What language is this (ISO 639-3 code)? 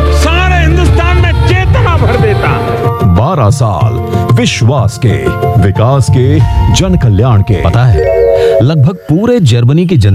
hin